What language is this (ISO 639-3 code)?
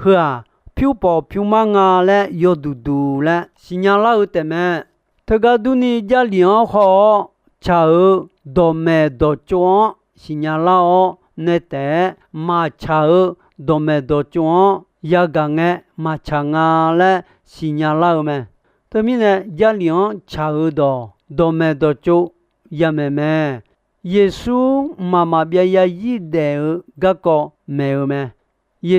ahk